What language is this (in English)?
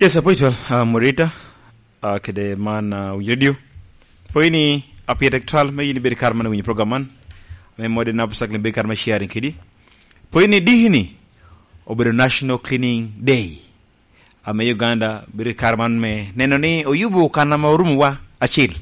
Lango (Uganda)